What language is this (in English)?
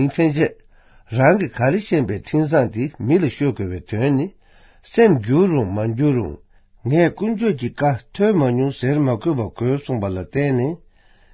Tibetan